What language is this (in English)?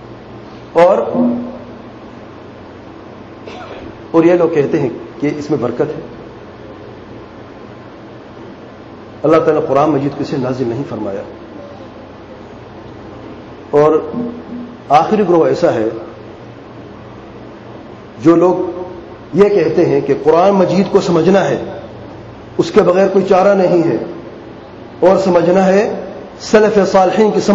Urdu